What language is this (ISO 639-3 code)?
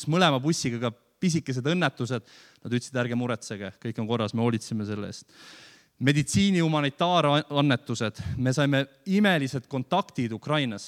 est